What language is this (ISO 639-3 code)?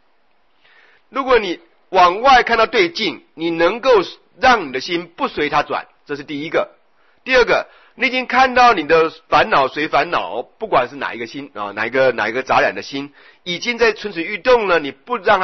zho